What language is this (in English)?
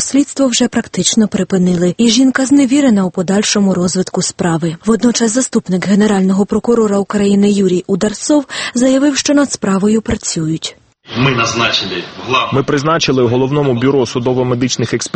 Ukrainian